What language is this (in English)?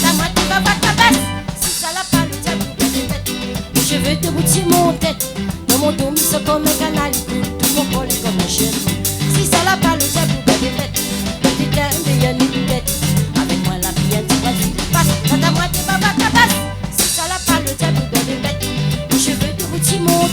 Réunion Creole French